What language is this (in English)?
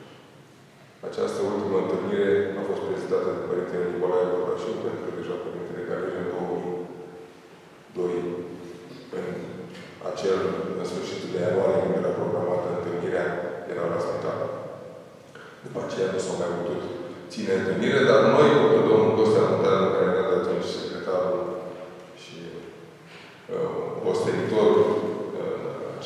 Romanian